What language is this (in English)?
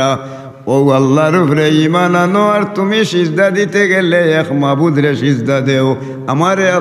Sylheti